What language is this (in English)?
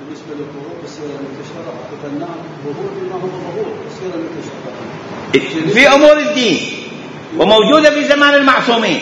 Mesopotamian Arabic